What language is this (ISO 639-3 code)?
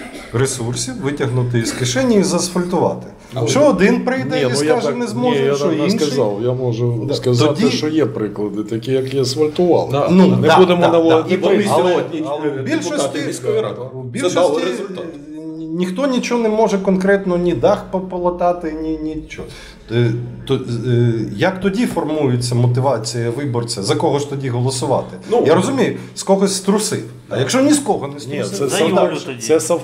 ukr